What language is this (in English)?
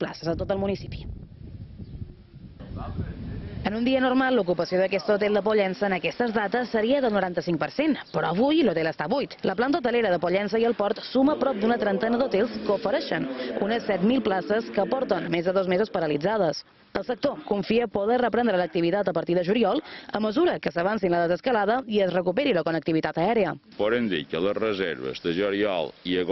Catalan